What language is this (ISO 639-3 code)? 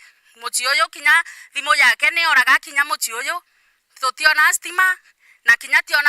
mer